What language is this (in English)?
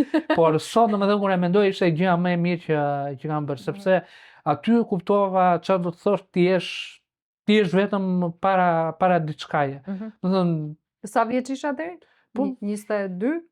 Albanian